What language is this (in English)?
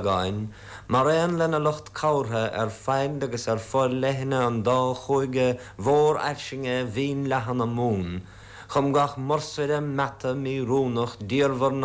Irish